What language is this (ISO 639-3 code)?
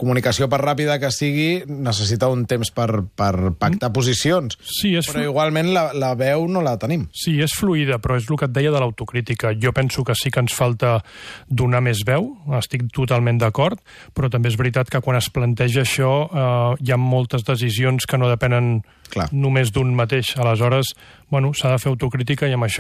cat